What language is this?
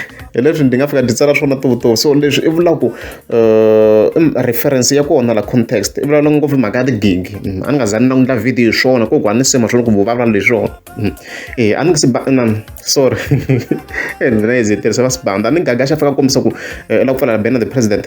Tsonga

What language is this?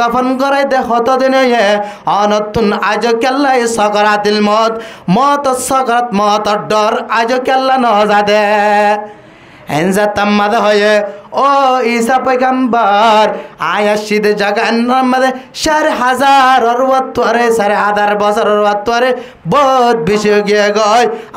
Rohingya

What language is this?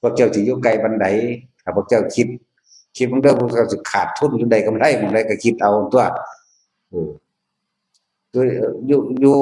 Northeastern Thai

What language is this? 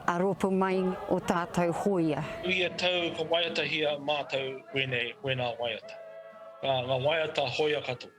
Māori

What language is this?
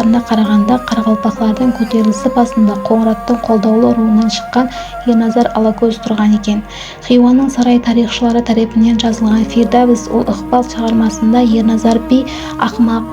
Kara-Kalpak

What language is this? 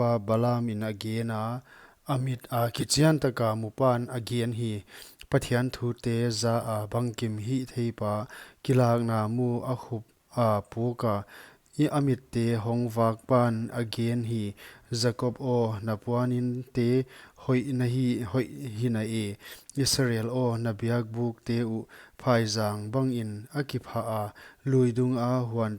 Paite Chin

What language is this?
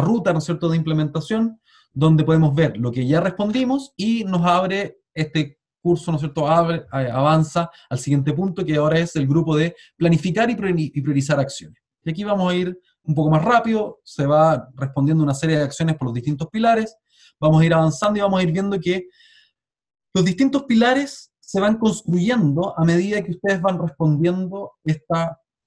Spanish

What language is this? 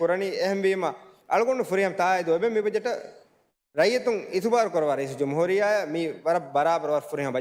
Divehi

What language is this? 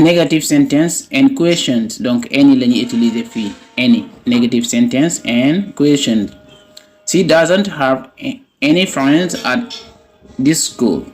Wolof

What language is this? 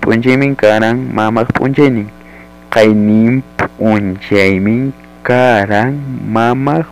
Ayacucho Quechua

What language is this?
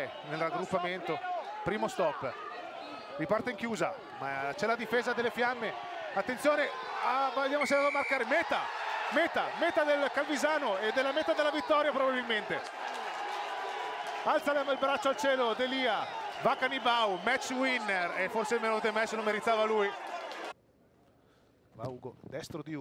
Italian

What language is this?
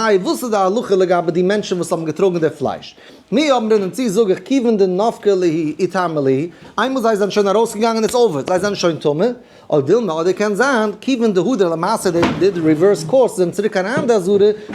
Yiddish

